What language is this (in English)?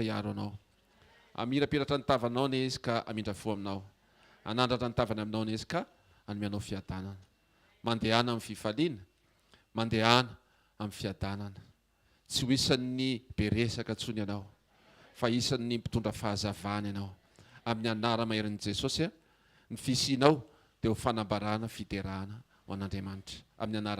Malagasy